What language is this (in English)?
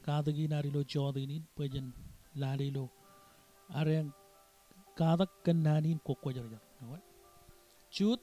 Marshallese